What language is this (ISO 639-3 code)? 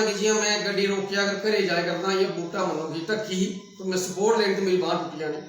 doi